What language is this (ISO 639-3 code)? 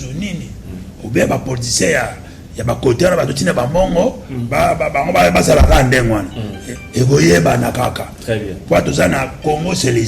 lin